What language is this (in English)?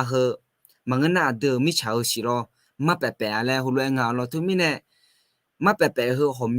Akha